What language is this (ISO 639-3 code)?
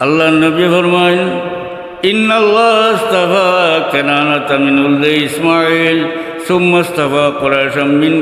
syl